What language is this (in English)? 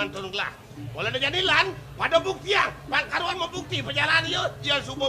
Balinese